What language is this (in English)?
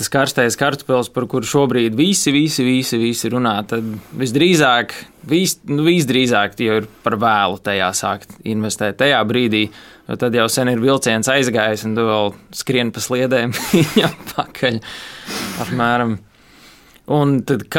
Latvian